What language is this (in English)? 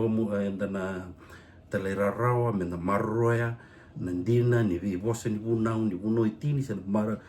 Fijian